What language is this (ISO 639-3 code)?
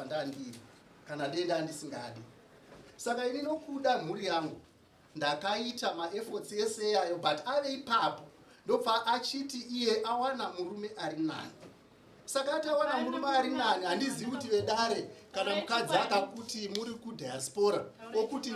sna